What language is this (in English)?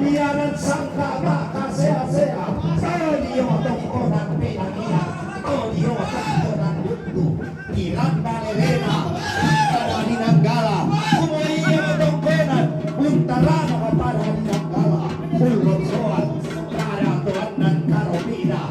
Toraja-Sa'dan